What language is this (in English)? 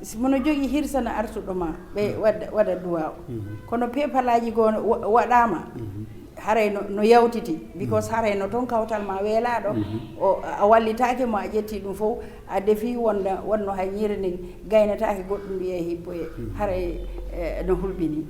Fula